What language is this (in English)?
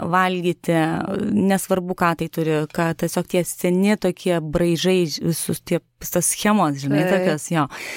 Lithuanian